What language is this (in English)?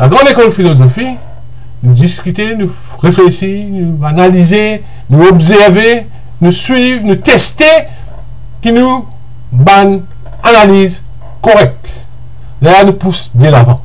Morisyen